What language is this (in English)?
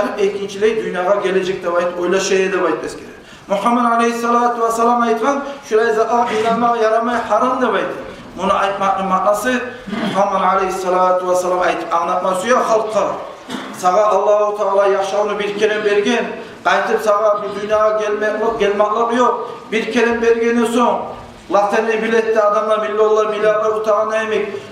Kumyk